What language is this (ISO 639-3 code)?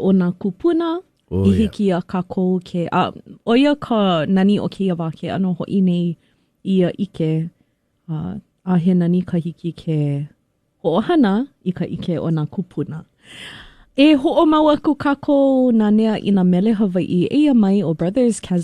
haw